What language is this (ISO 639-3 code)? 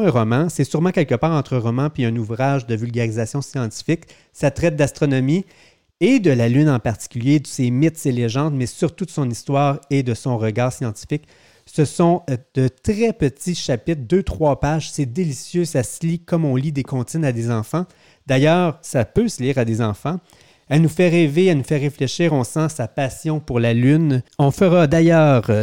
fra